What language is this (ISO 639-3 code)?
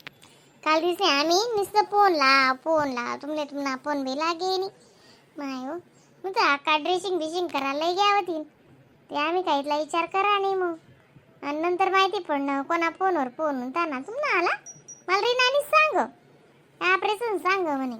khn